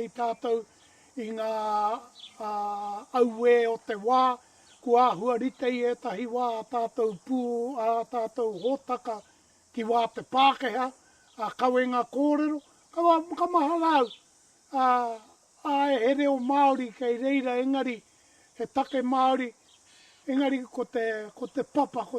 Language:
Māori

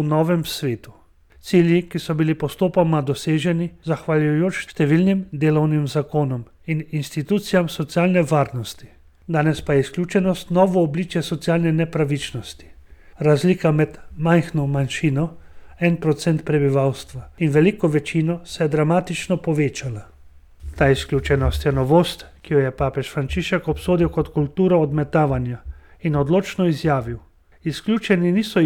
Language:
Slovenian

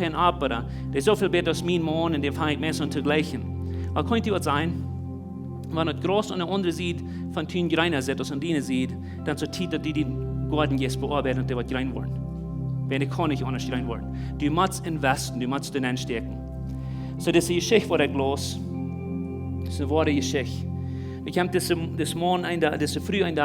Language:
Plautdietsch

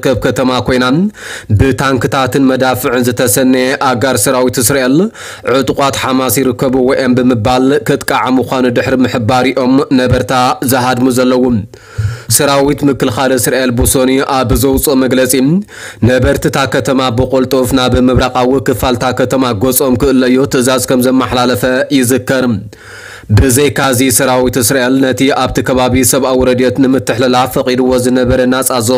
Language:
Tigrinya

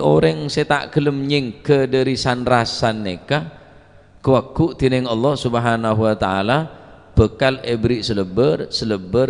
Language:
Madurese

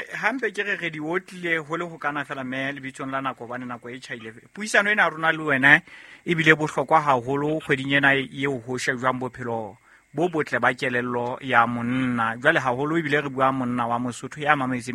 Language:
Southern Sotho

